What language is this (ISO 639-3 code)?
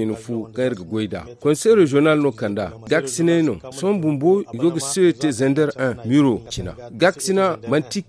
dje